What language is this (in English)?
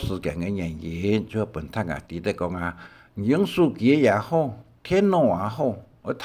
Hakka Chinese